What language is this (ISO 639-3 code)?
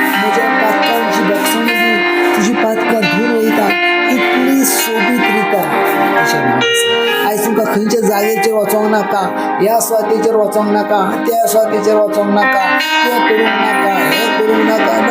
kok